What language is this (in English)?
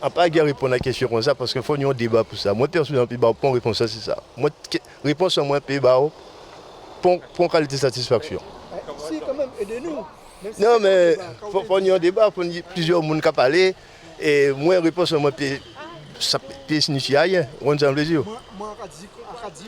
Guadeloupean Creole French